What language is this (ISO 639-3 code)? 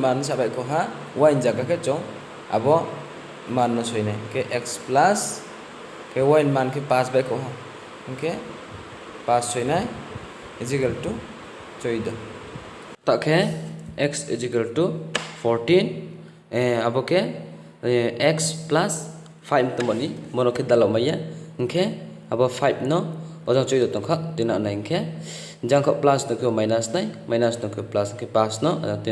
ria